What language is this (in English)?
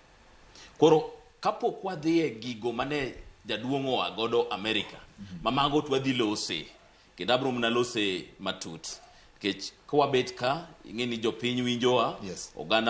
Luo (Kenya and Tanzania)